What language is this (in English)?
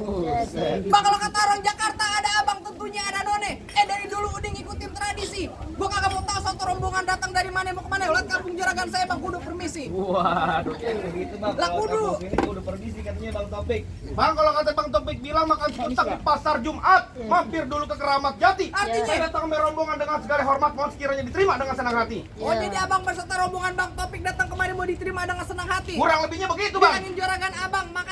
Betawi